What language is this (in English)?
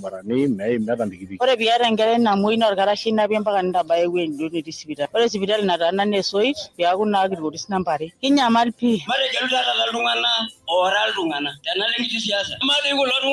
Masai